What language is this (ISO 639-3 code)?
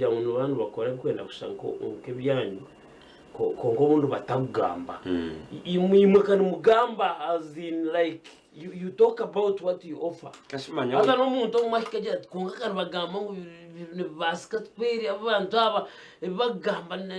nyn